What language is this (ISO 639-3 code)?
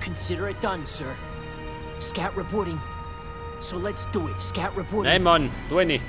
bar